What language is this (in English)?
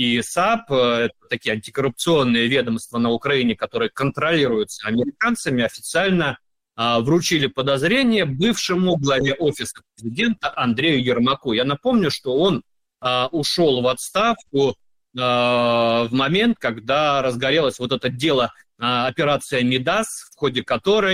Russian